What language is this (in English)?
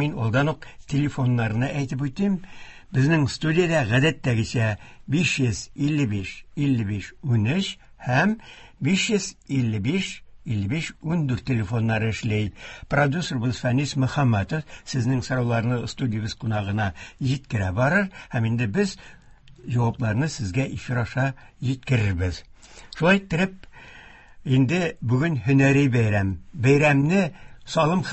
Tatar